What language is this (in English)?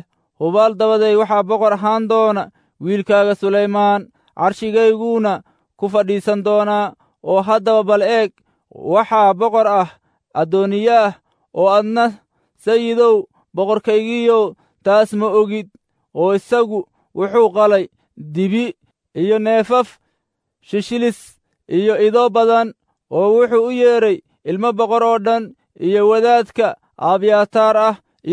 Somali